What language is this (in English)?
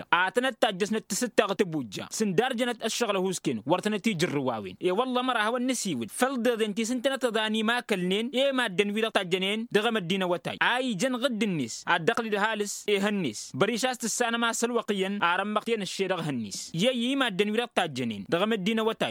Tamasheq